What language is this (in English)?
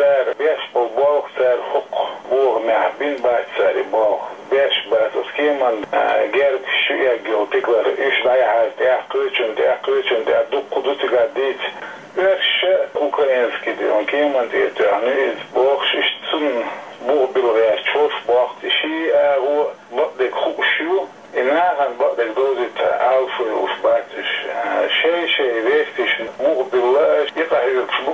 Chechen